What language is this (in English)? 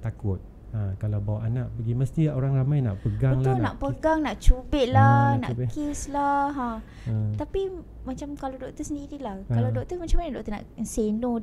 Malay